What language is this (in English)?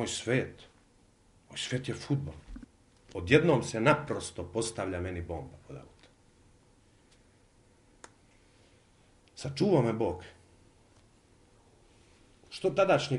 Serbian